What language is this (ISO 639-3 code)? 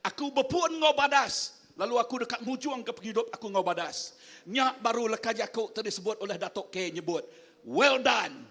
iba